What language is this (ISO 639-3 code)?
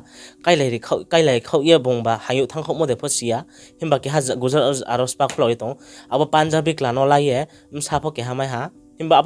ria